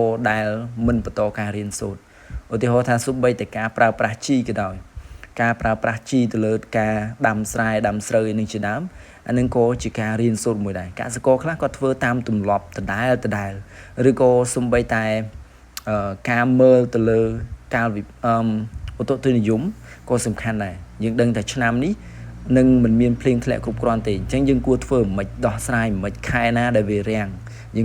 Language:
Khmer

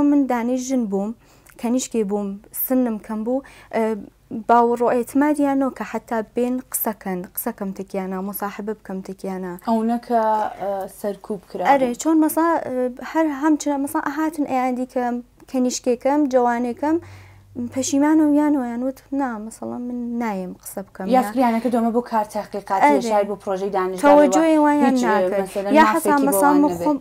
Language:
Central Kurdish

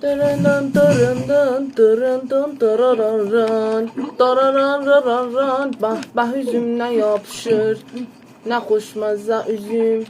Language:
South Azerbaijani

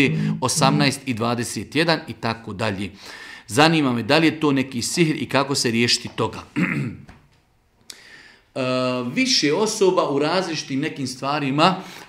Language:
Bosnian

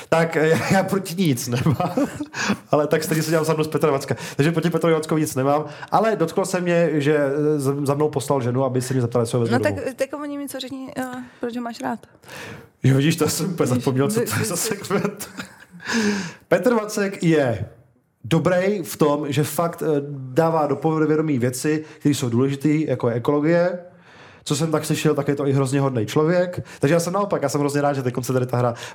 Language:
Czech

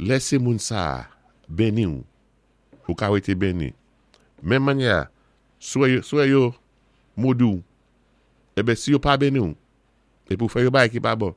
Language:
Saint Lucian Creole French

